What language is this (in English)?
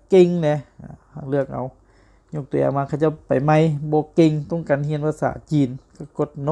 Lao